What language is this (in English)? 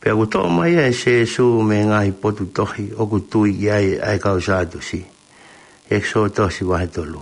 Tongan